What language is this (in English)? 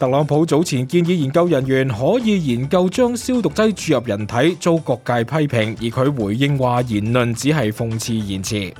Cantonese